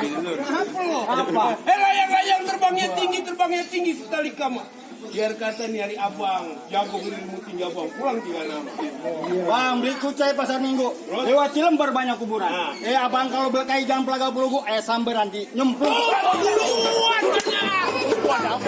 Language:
Betawi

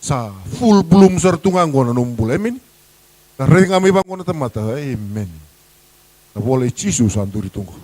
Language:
Fijian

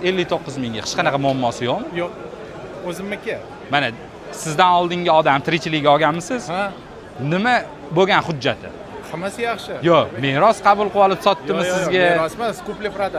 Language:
Uzbek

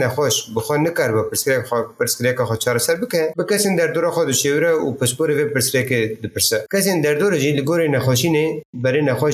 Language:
Kurdish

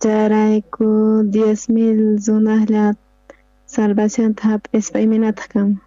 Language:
South Bolivian Quechua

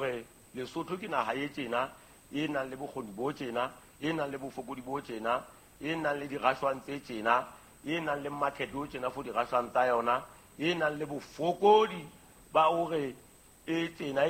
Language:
Southern Sotho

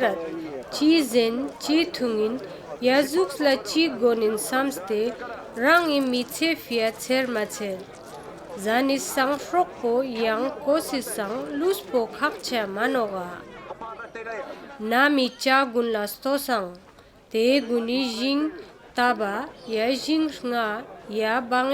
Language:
Ladakhi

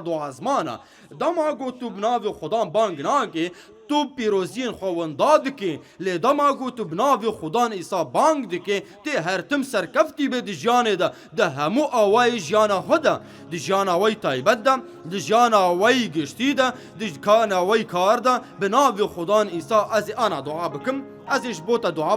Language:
Kurdish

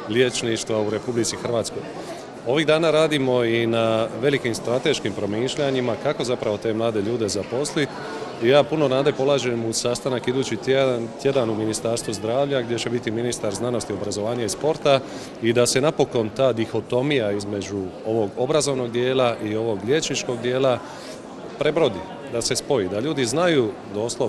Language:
Croatian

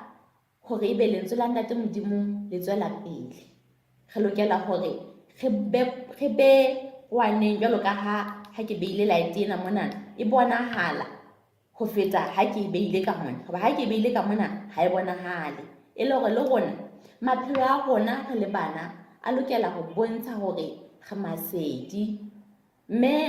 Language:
Southern Sotho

